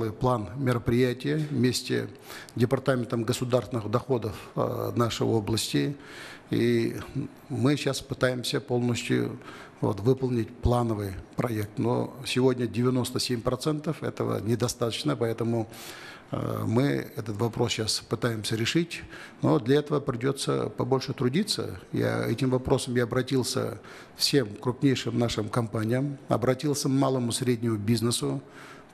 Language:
Kazakh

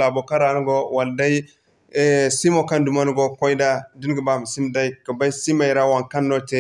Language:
Zarma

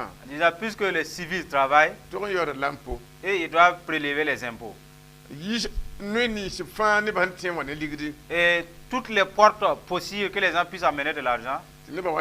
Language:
Mossi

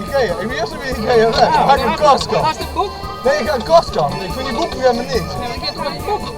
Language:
Western Frisian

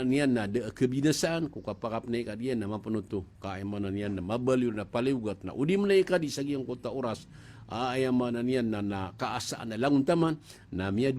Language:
Maranao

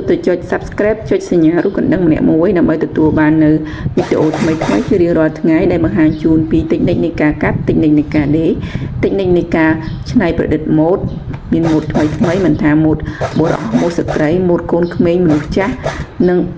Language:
Khmer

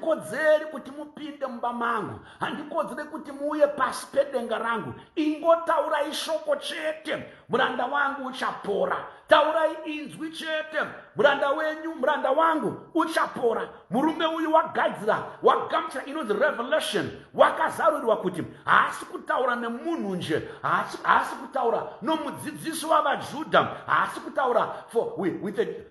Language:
Shona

